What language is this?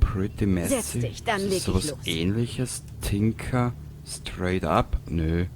Bavarian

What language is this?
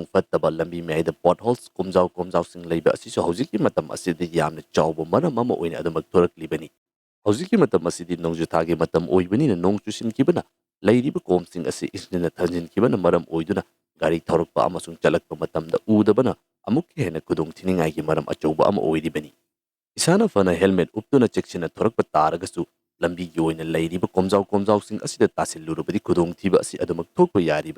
Manipuri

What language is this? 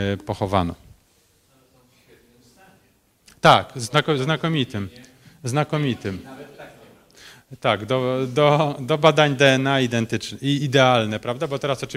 Polish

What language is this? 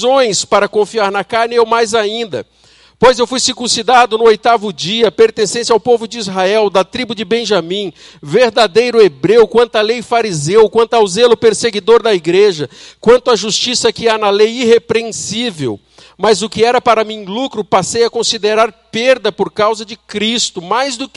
Portuguese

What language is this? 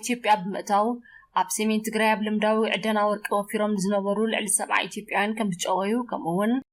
Tigrinya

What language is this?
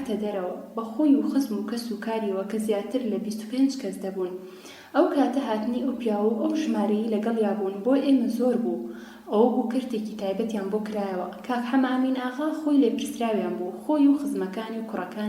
Central Kurdish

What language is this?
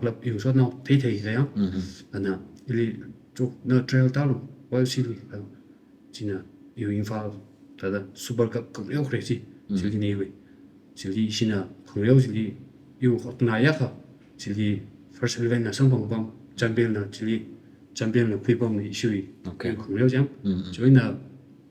Tangkhul Naga (India)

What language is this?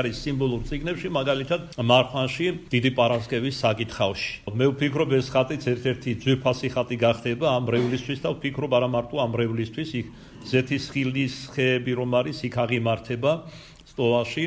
Georgian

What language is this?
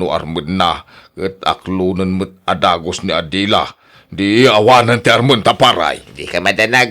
Iloko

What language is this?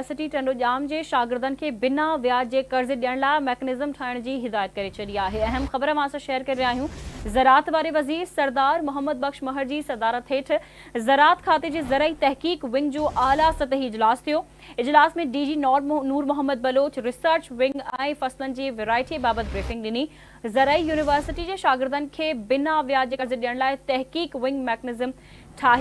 Sindhi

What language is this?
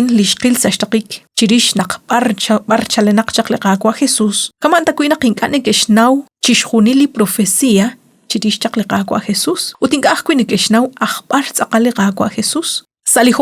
Kekchí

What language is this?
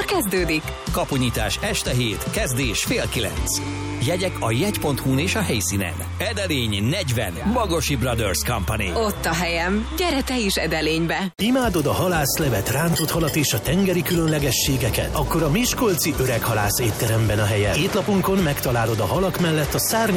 Hungarian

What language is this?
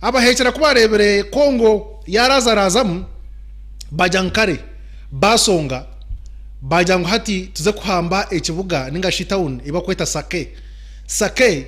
Nyankole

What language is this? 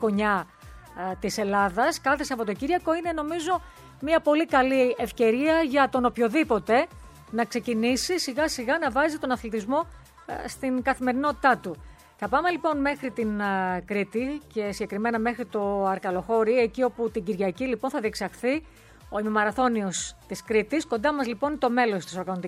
Greek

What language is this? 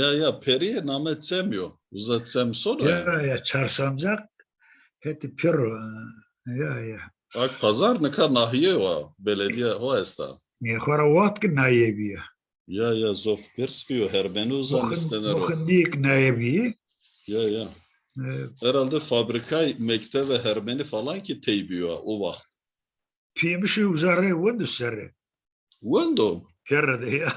Zaza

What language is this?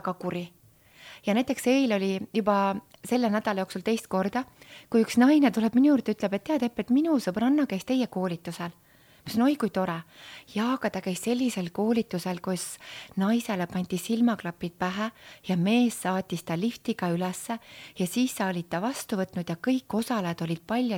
Estonian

